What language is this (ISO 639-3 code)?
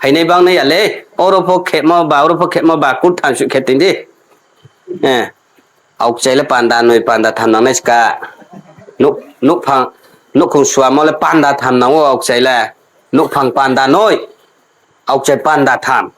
ria